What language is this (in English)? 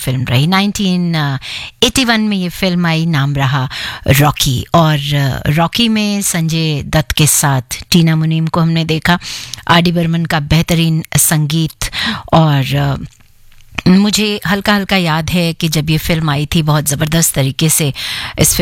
Hindi